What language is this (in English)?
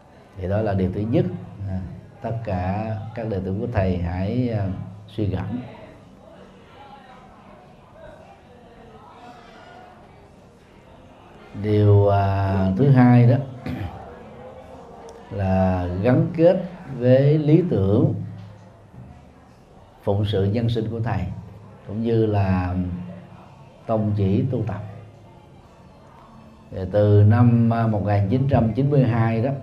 Vietnamese